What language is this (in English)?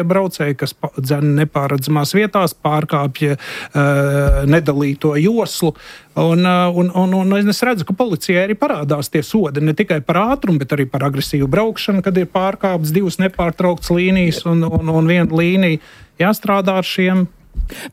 Latvian